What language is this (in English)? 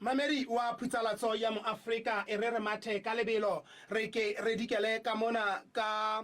Southern Sotho